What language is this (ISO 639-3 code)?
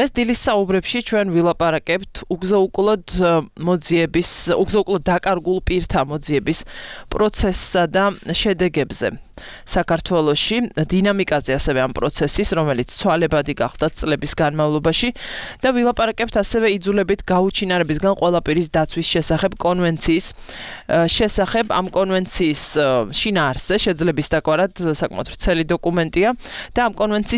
kat